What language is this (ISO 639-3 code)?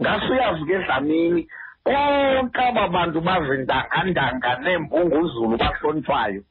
xho